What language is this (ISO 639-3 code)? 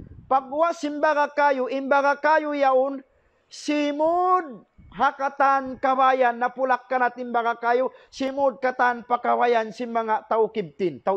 tsg